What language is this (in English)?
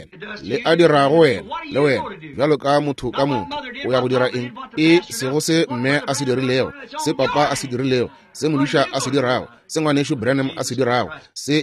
Northern Sotho